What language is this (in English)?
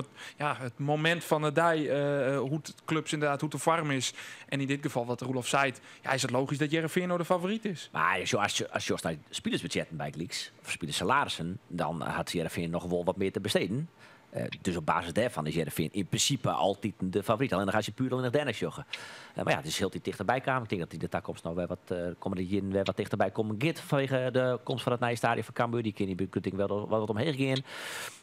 Western Frisian